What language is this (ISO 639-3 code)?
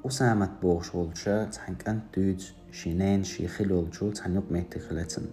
che